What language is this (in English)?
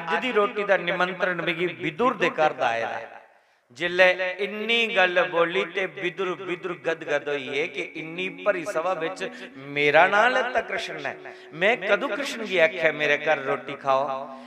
Dogri